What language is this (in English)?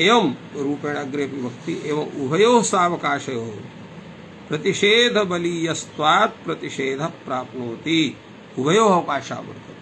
Sanskrit